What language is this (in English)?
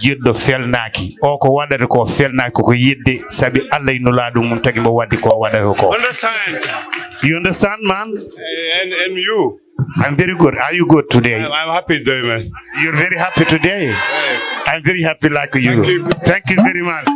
Fula